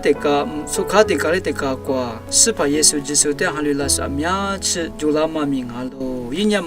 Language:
Lisu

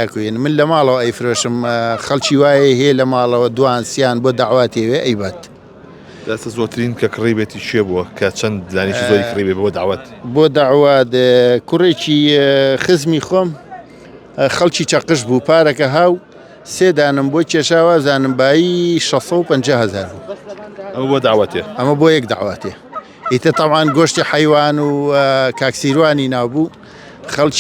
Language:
Central Kurdish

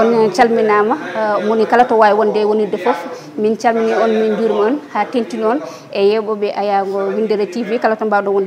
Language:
Fula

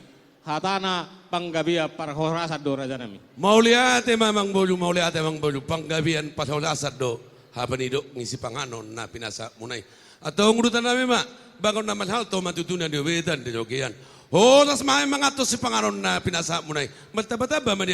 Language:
Batak Toba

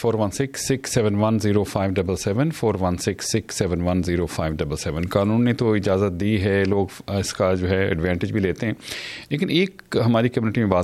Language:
Hindi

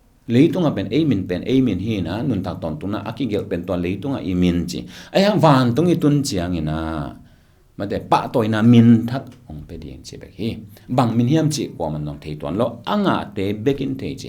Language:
Tedim Chin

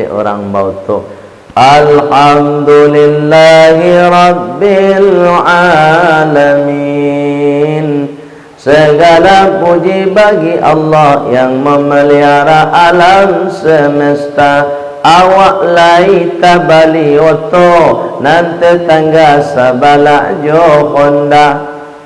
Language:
Minangkabau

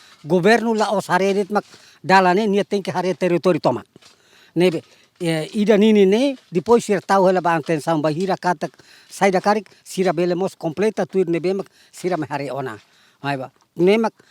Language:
Tetum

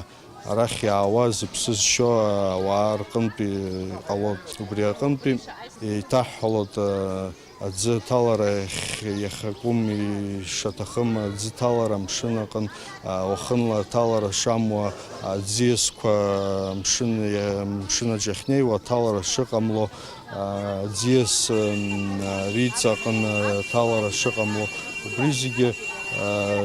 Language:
Abkhazian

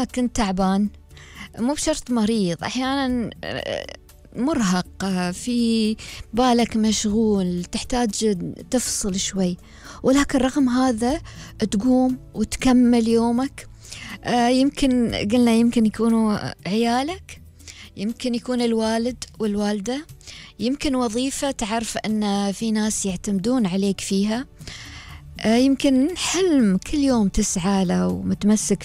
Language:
Gulf Arabic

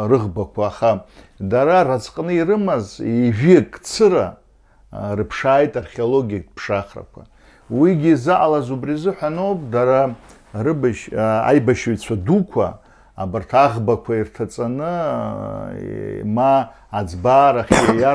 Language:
Abkhazian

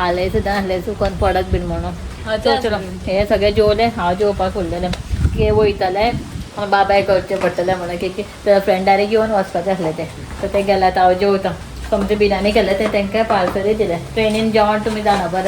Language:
Konkani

